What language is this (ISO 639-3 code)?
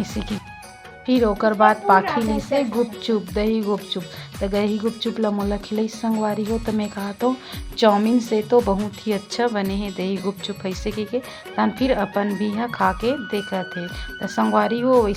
hne